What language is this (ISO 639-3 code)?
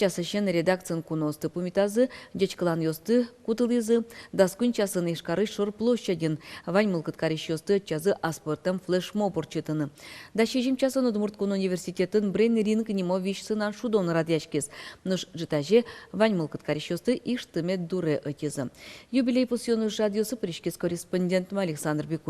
udm